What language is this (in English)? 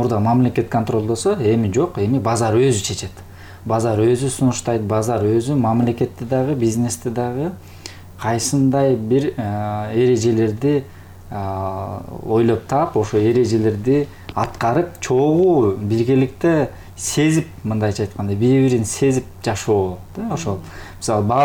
Kyrgyz